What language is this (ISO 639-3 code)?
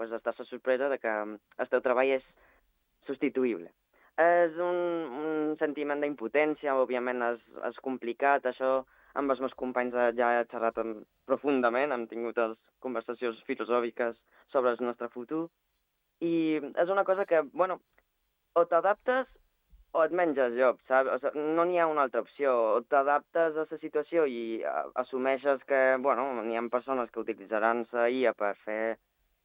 cat